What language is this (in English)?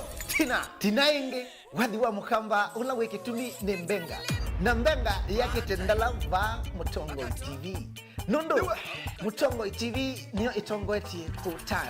Kamba